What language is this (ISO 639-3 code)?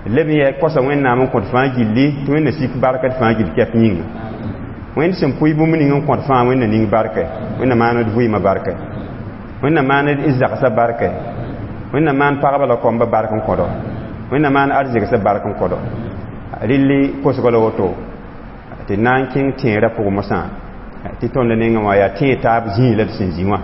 mos